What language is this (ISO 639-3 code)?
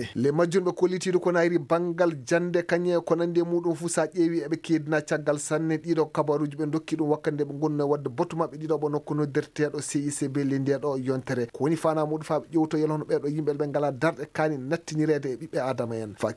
ffm